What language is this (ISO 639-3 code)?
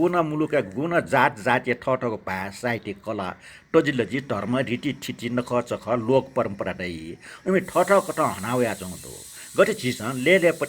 new